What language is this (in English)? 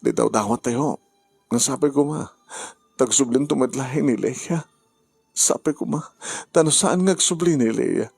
Iloko